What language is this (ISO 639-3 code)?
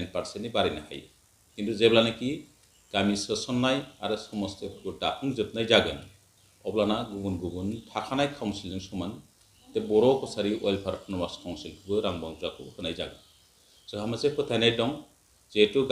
brx